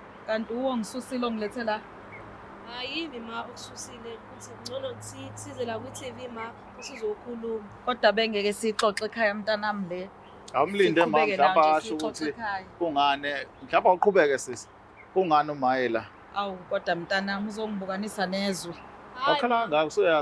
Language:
Zulu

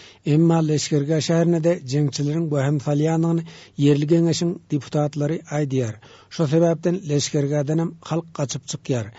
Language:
Turkmen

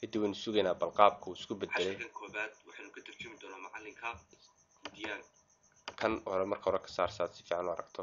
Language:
Somali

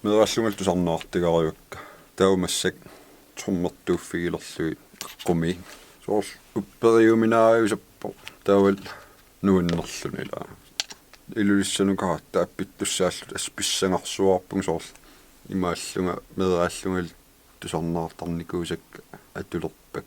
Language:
Kalaallisut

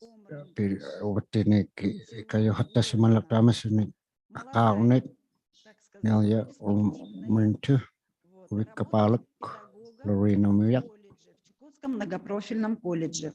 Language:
Inuktitut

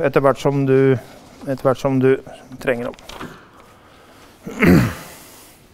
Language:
Norwegian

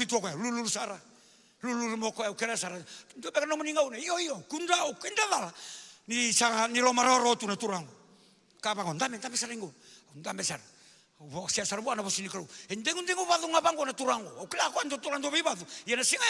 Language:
Fijian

